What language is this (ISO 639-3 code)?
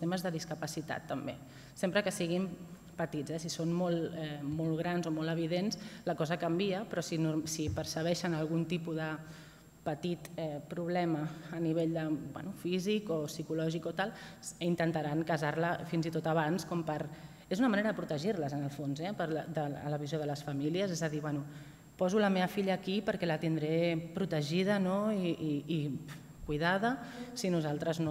cat